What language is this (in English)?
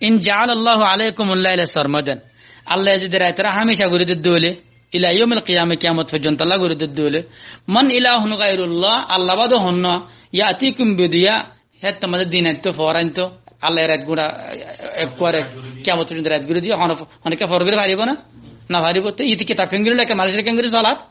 Rohingya